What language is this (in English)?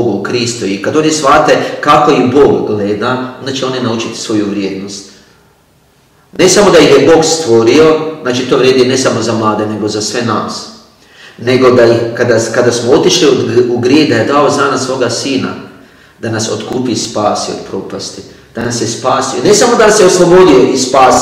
Croatian